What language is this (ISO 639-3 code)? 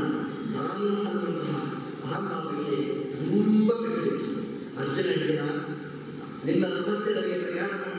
kan